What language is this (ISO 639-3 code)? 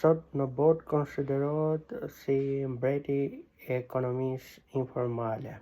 sqi